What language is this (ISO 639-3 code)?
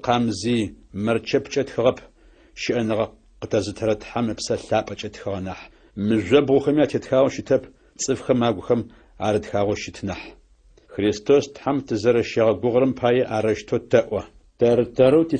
ady